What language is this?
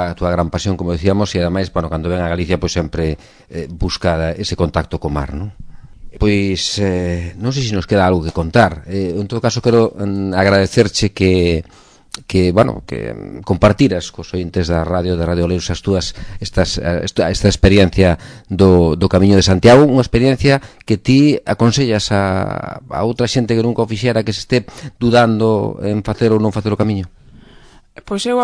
Galician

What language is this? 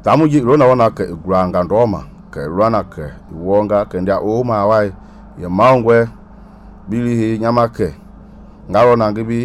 Mende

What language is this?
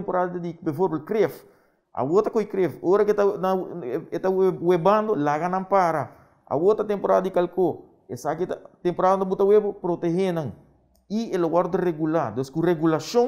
Papiamento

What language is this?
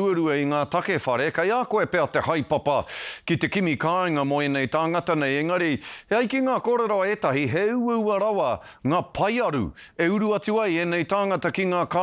Māori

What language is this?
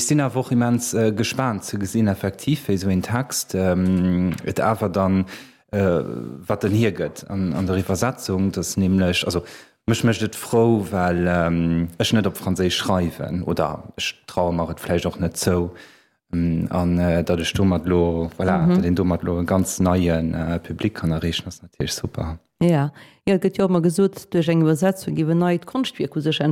Luxembourgish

